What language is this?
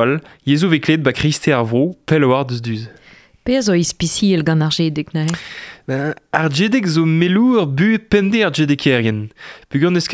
Breton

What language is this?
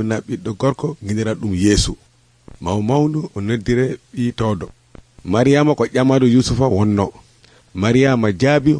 Nigerian Fulfulde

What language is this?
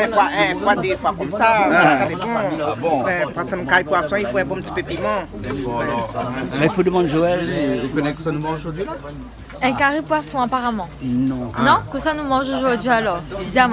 Réunion Creole French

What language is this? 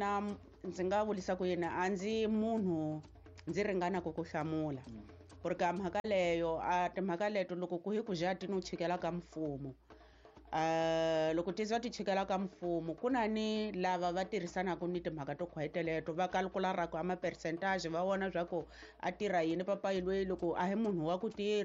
Tsonga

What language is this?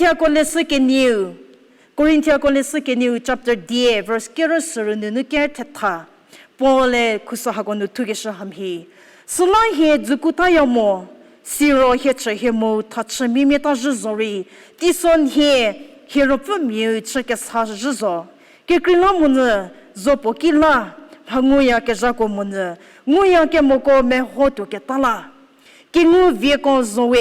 Angami Naga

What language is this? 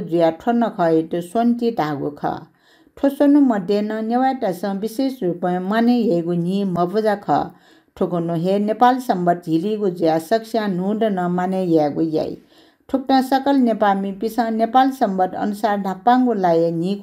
Newari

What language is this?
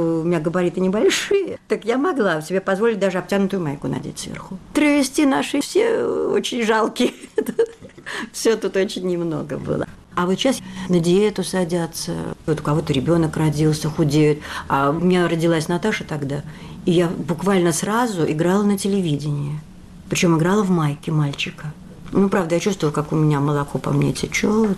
Russian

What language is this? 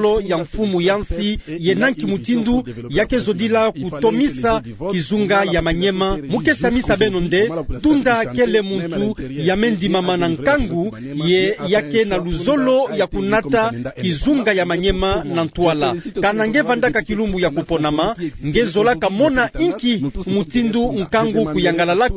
Kituba (Democratic Republic of Congo)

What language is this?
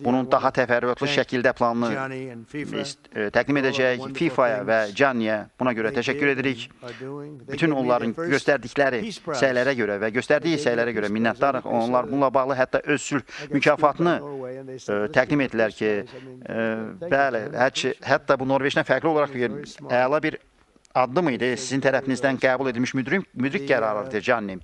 Azerbaijani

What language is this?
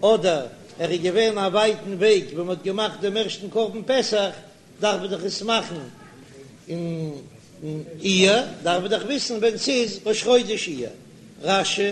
Yiddish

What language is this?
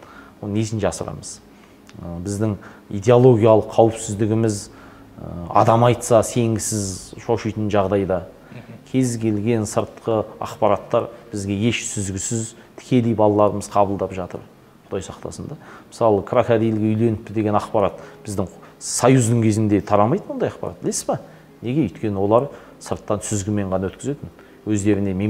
Kazakh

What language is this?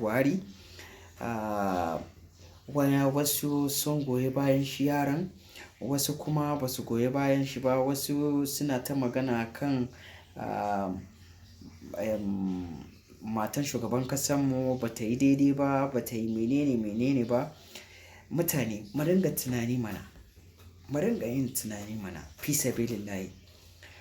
Hausa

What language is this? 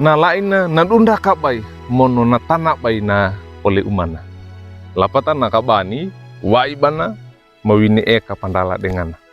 Wejewa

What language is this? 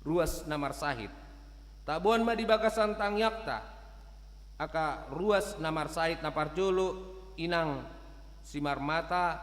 Batak Toba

